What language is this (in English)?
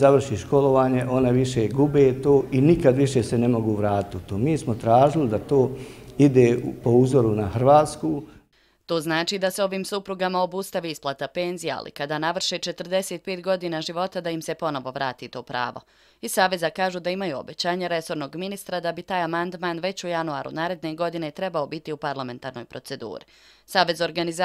Bosnian